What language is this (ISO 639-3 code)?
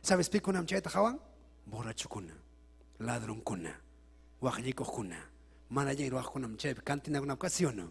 quy